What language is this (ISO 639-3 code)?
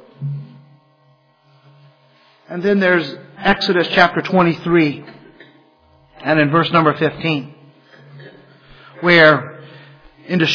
eng